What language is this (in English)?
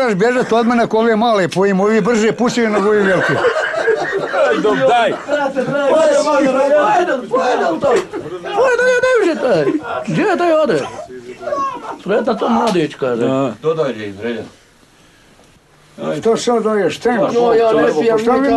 Bosnian